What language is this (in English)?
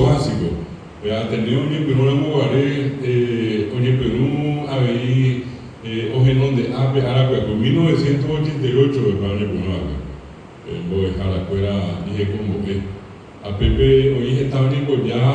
Guarani